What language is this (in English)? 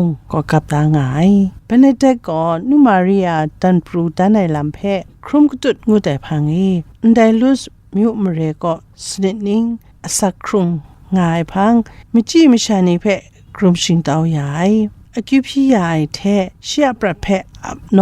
Kachin